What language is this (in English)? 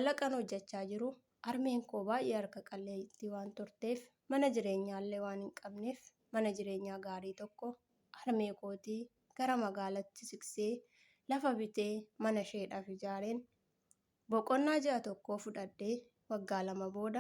Oromo